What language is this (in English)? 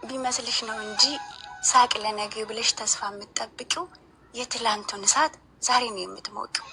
Amharic